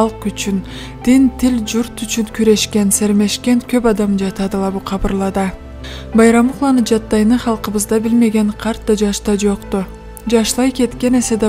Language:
Karachay-Balkar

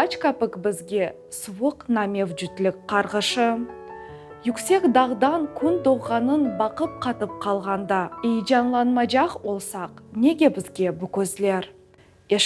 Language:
Crimean Tatar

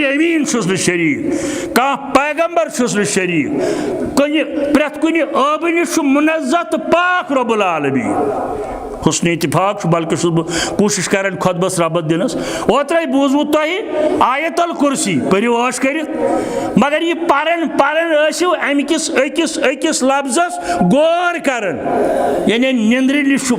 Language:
Kashmiri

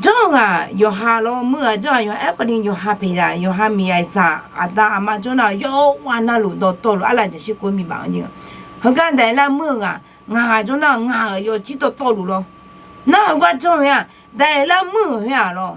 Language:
Akha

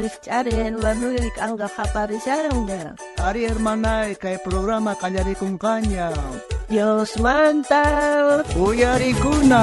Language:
South Bolivian Quechua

